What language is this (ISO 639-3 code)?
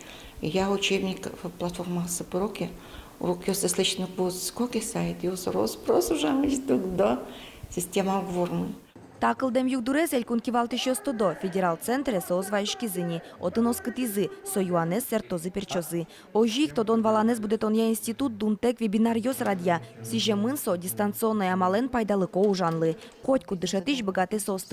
udm